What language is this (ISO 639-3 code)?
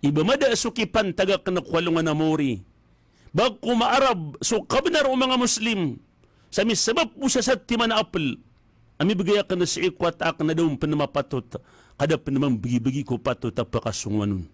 mrw